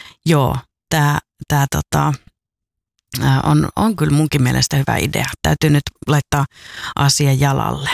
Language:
Finnish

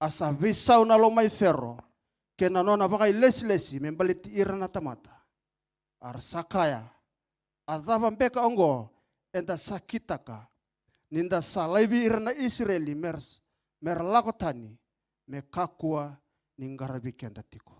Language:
Fijian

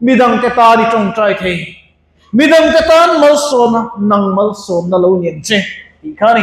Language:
Mizo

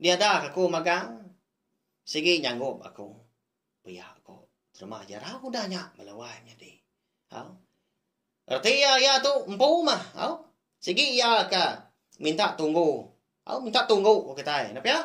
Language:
Iban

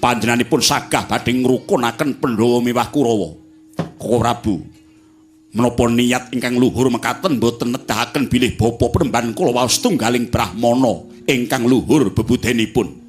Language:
Javanese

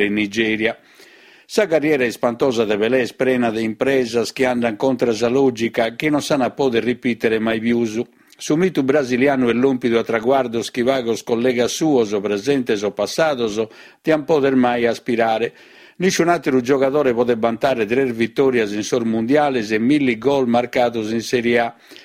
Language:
Sardinian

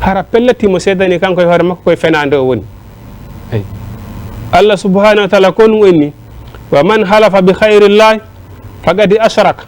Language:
Fula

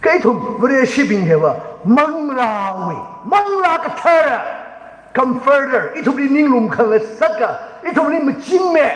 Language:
Tangkhul Naga (India)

